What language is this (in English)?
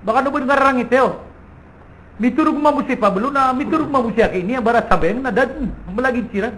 Maranao